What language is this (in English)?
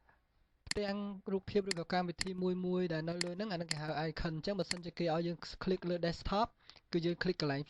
Khmer